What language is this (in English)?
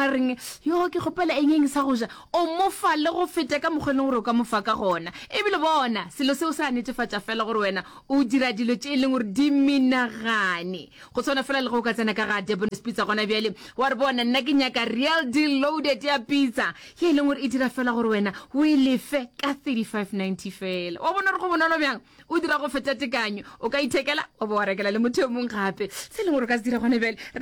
Northern Sotho